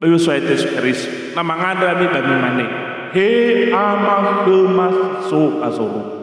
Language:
Nias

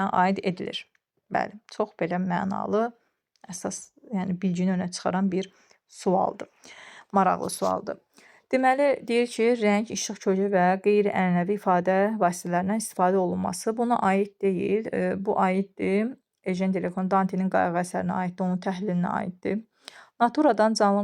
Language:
Azerbaijani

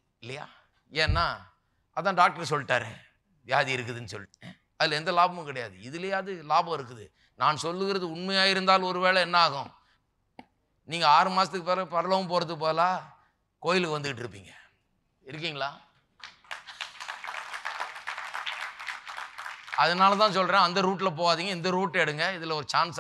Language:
Tamil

